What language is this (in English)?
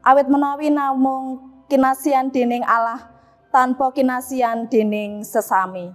Javanese